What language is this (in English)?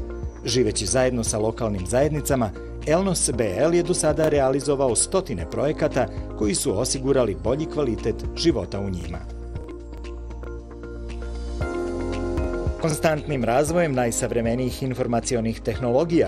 Serbian